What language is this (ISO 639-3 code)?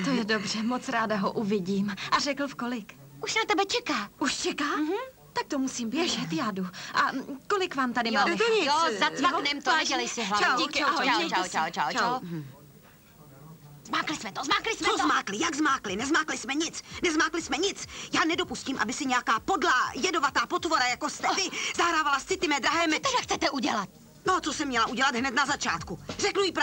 ces